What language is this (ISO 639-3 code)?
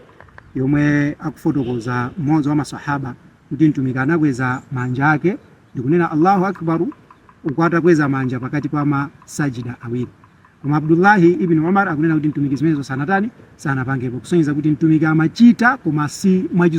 nya